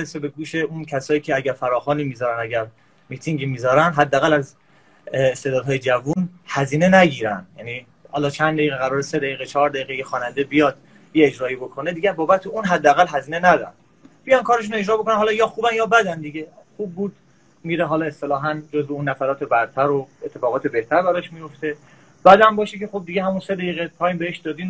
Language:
Persian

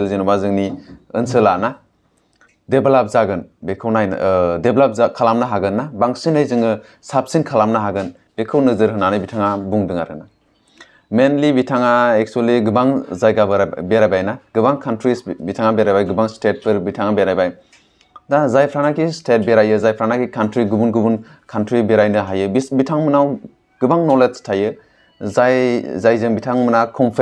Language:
Bodo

